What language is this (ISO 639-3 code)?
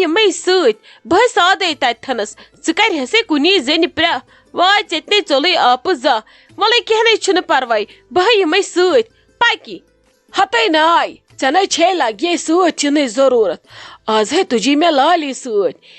kas